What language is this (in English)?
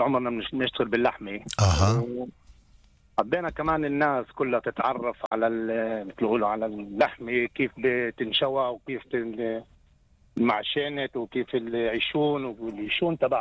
North Levantine Arabic